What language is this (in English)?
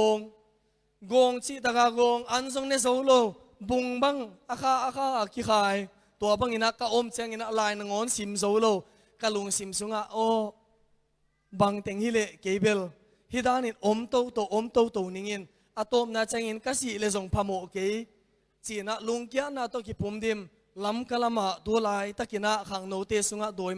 Tedim Chin